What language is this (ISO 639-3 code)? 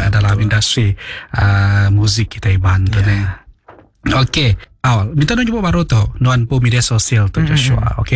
iba